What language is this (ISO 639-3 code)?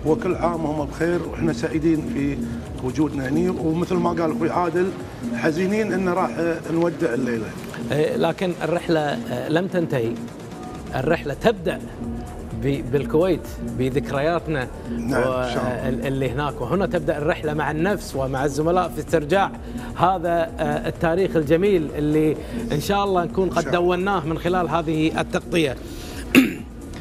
afb